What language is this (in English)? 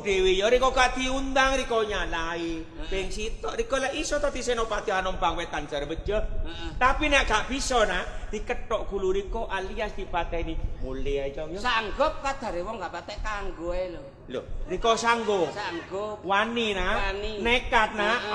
Javanese